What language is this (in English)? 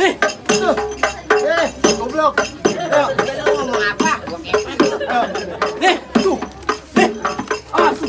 Betawi